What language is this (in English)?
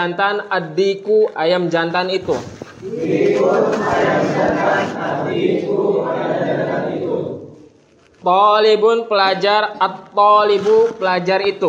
Indonesian